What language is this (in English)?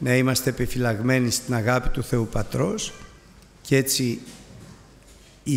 Greek